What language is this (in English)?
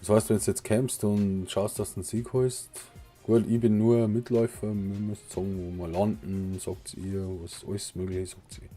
Bavarian